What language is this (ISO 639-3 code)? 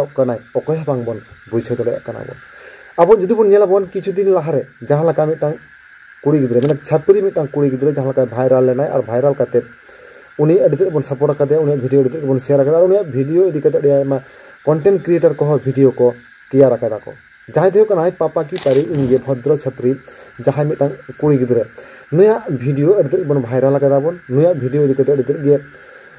sat